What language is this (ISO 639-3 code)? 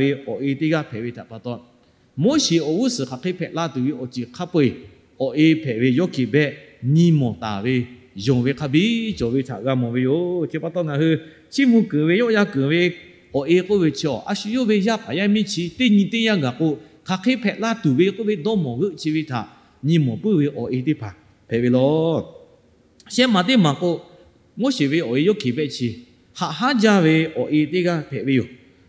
lhu